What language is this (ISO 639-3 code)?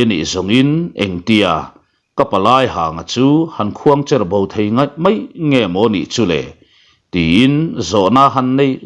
lus